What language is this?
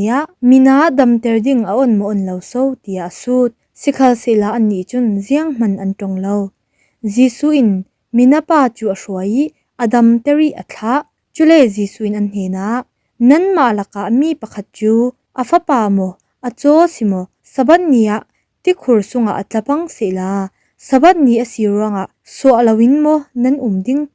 Falam Chin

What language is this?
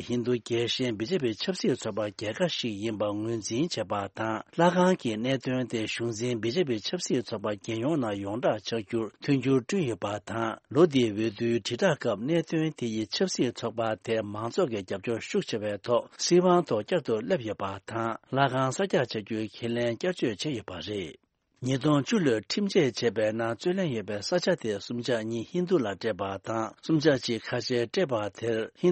Tibetan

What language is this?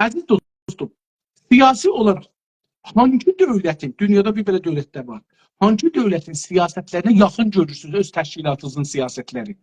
South Azerbaijani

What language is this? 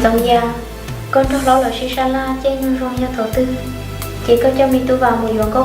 Hmong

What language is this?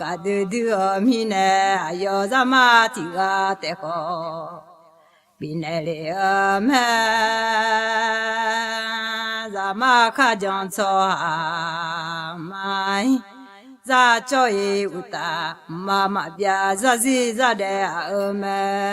Akha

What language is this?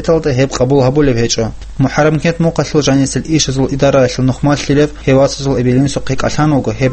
Avaric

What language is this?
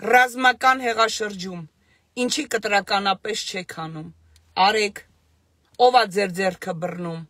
Armenian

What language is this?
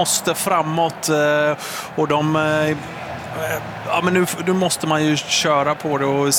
Swedish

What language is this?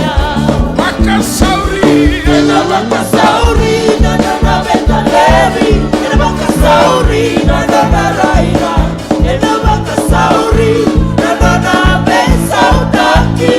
Fijian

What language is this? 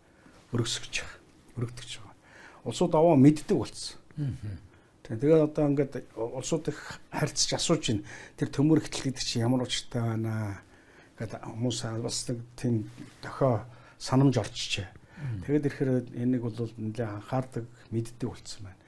Mongolian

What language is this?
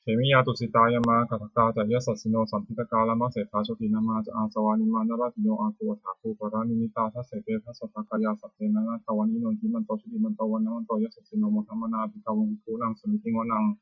Pali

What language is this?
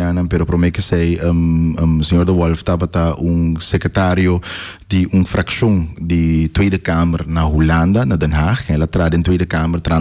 Papiamento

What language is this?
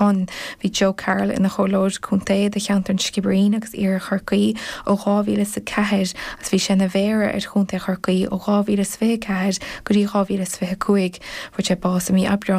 Irish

